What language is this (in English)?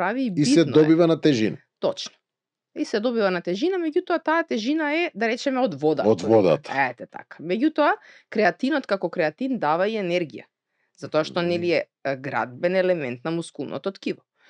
Macedonian